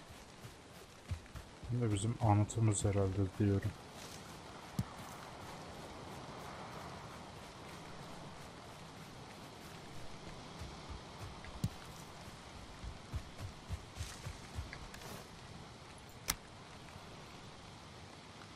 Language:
Turkish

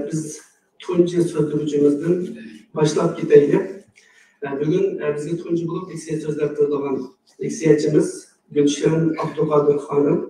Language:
Uyghur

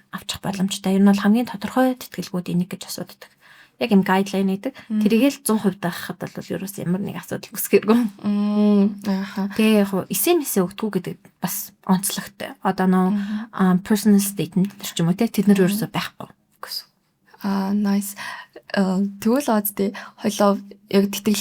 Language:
Mongolian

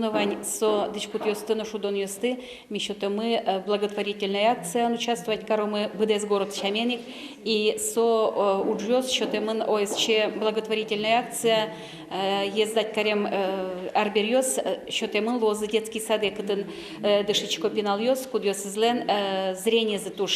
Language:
Udmurt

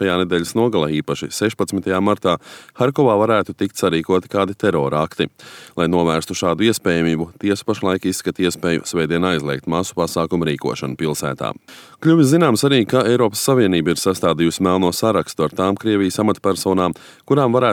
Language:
Latvian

